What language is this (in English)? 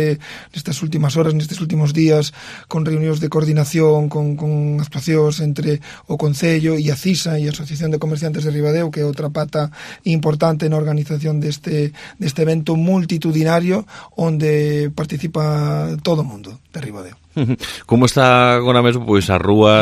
Galician